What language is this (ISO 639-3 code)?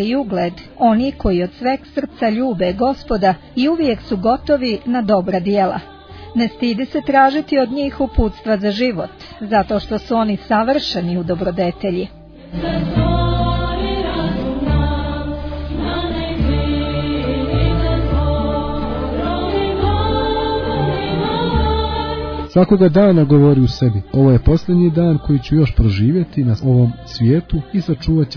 hrv